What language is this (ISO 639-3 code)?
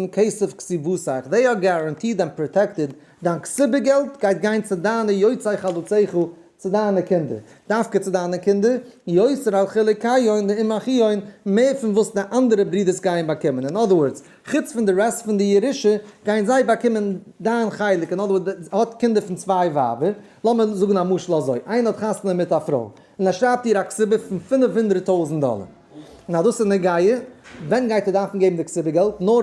yid